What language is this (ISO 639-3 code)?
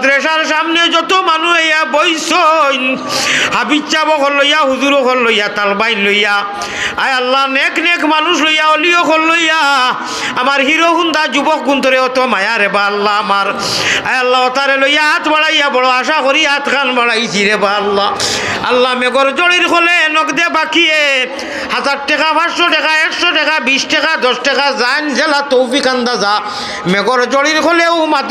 syl